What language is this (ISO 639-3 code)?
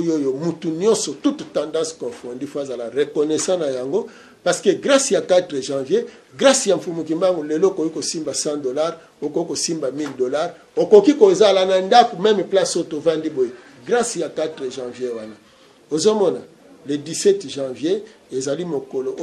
lin